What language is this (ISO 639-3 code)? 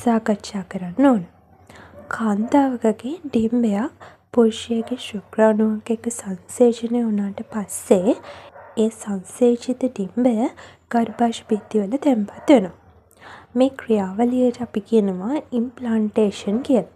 sin